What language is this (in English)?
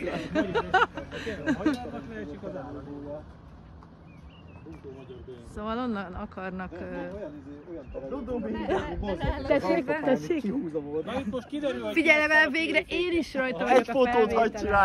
Hungarian